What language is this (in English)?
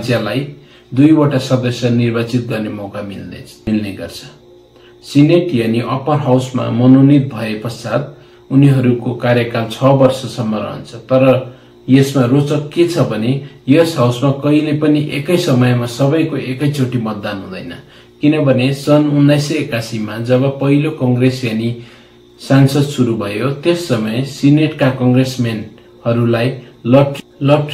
Nepali